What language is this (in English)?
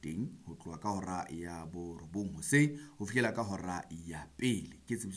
Southern Sotho